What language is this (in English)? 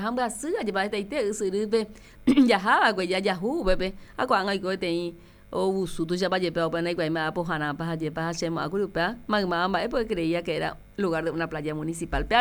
Guarani